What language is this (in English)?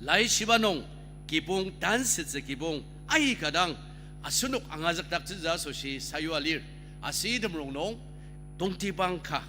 Ao Naga